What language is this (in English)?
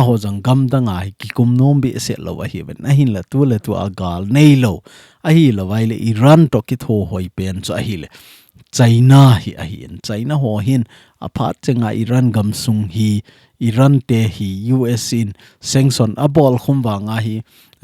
Thado Chin